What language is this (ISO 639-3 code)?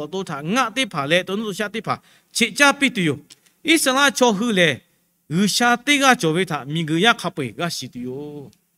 lhu